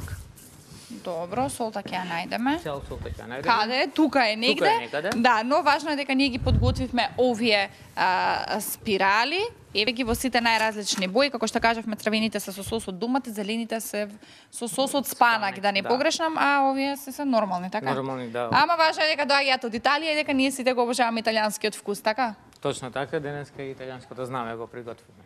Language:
Macedonian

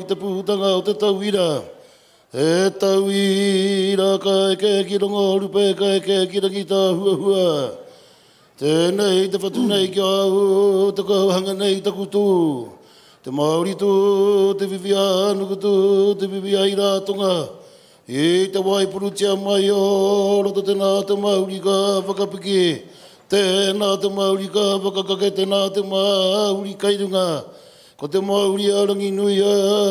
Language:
Māori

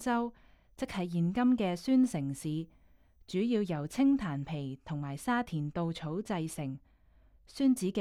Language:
Cantonese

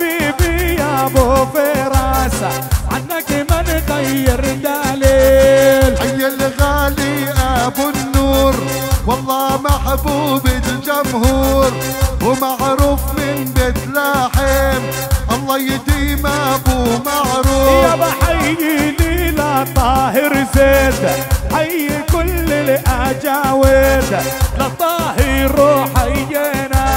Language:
South Levantine Arabic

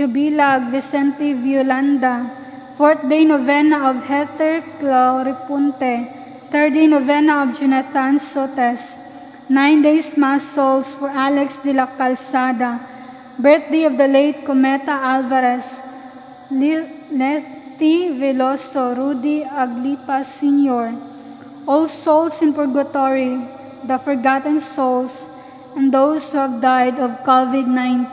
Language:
Cebuano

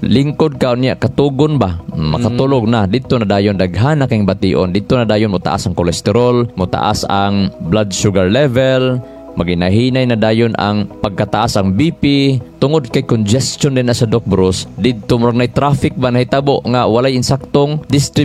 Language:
Cebuano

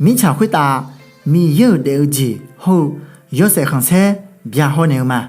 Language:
Akha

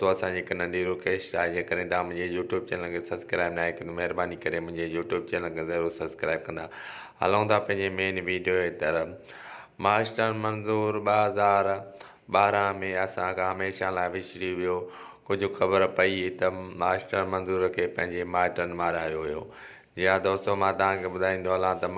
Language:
Sindhi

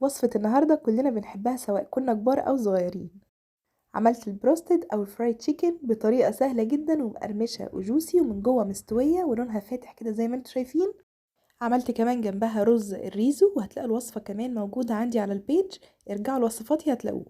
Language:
Egyptian Arabic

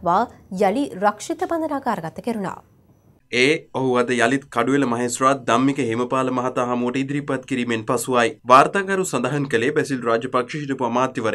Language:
Sinhala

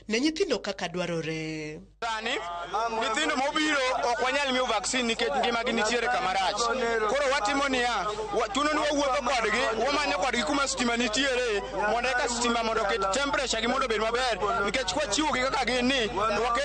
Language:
Luo (Kenya and Tanzania)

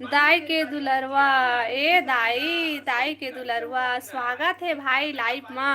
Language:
Chhattisgarhi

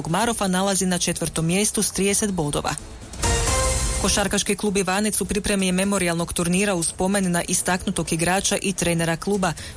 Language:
Croatian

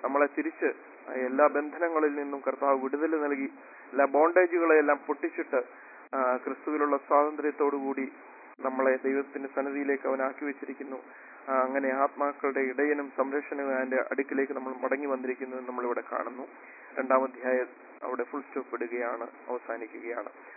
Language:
Malayalam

